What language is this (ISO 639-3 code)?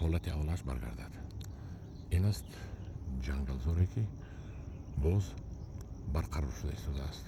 tgk